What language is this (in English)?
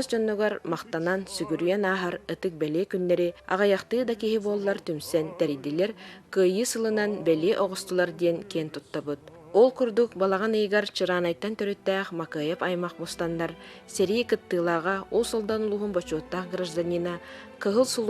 Yakut